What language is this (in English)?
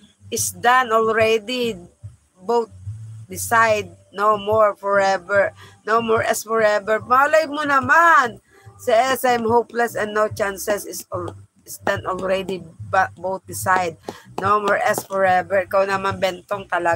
Filipino